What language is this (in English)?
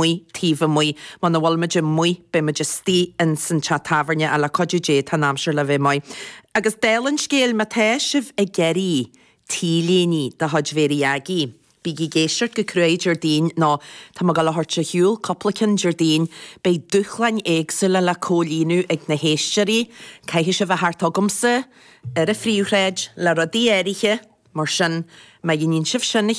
Irish